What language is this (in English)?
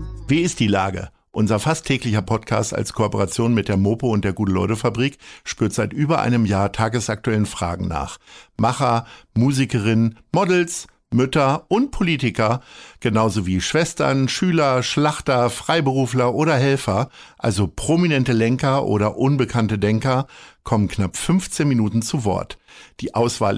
German